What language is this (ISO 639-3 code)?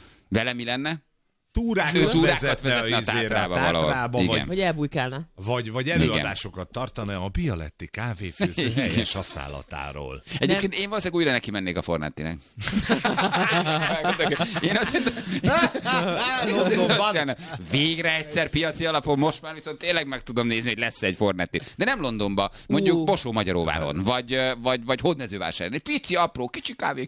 hun